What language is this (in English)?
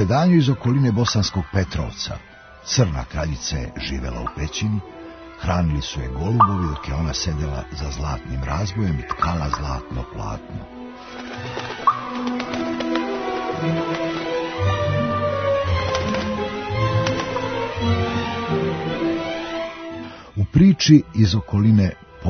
Serbian